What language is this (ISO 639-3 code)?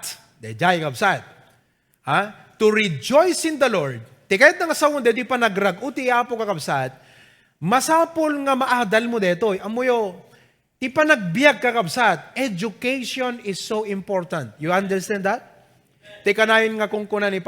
ilo